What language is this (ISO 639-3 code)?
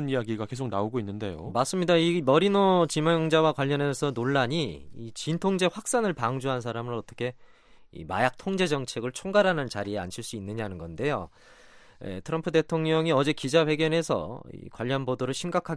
kor